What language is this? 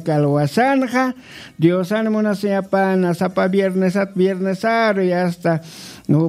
Aymara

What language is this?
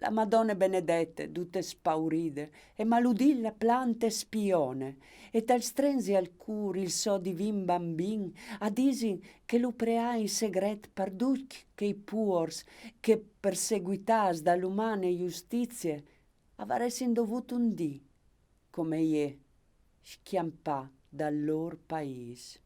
Friulian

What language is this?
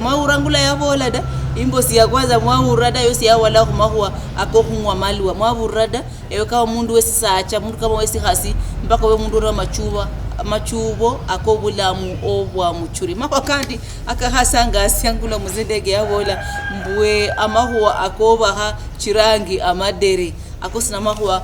Luyia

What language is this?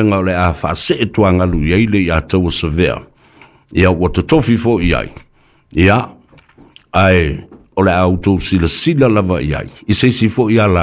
Samoan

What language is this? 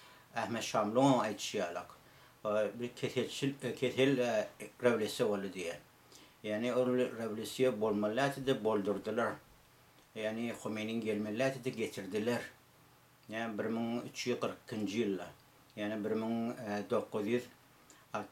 Turkmen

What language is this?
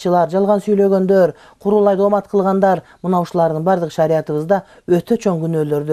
Kyrgyz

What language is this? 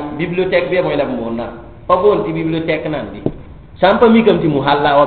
Mossi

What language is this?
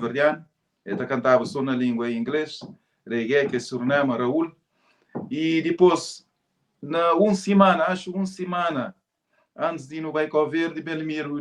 Kabuverdianu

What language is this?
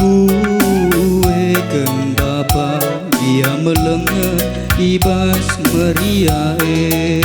Batak Karo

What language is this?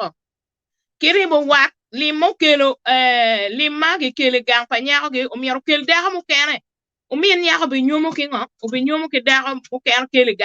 Acoli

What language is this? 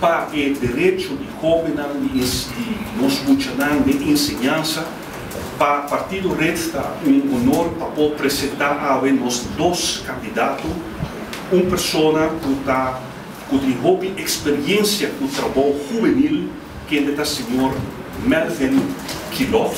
Papiamento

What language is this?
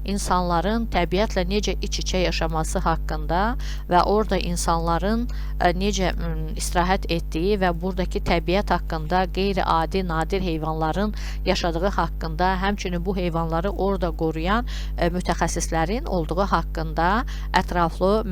Azerbaijani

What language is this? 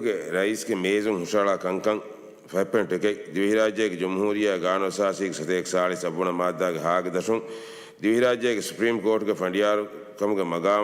Divehi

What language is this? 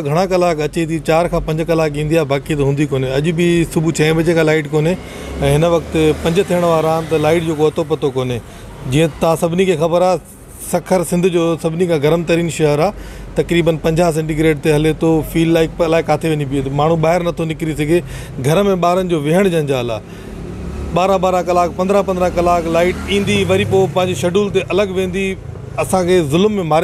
Sindhi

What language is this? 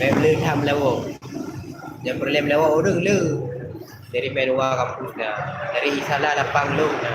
Achinese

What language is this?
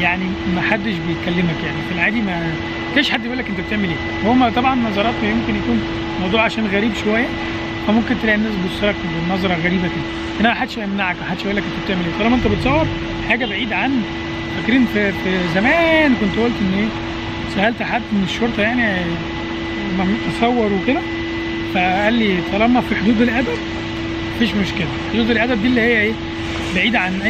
Egyptian Arabic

